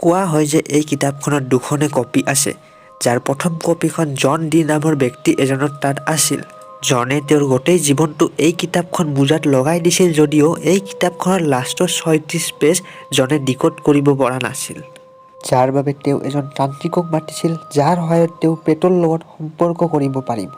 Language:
Assamese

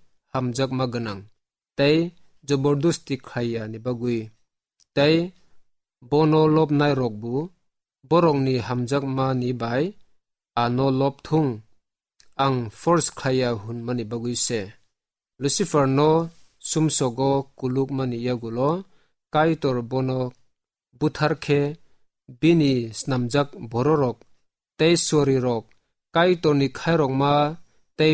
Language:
Kok Borok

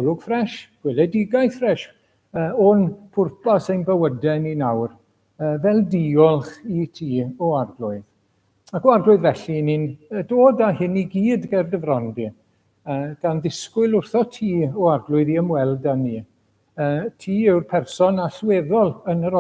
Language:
Welsh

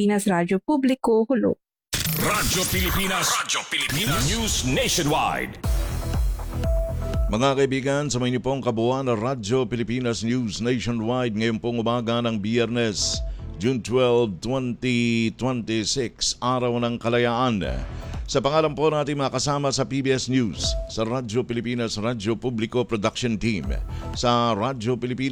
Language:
Filipino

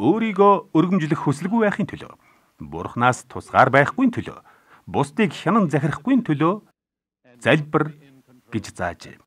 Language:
Mongolian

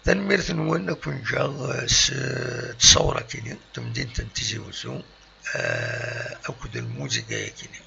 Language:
Kabyle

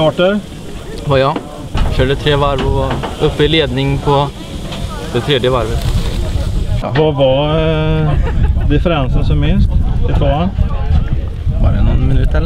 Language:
Swedish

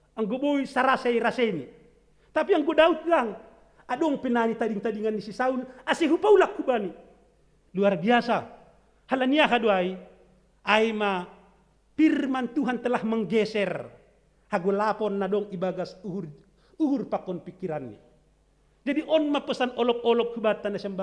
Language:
Batak Simalungun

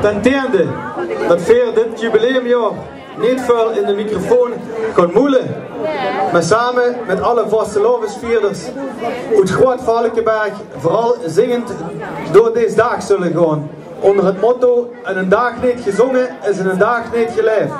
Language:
Limburgish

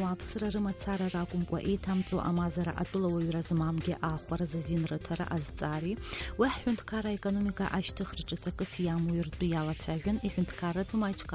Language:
Abkhazian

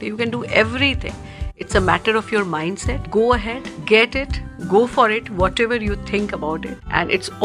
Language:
Hindi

